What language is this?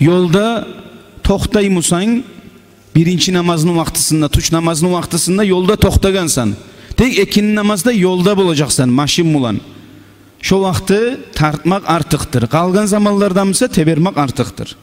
Kumyk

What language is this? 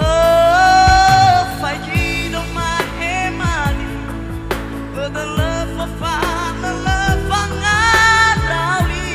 Nias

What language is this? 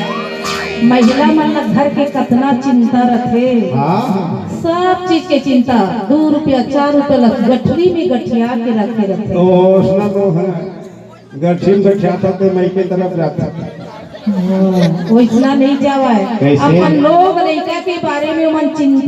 Chhattisgarhi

